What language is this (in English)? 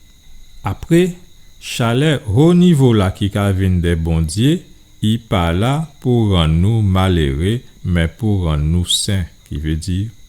Guadeloupean Creole French